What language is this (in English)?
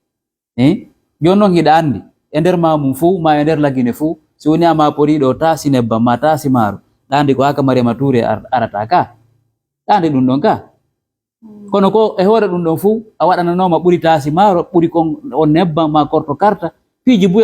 Fula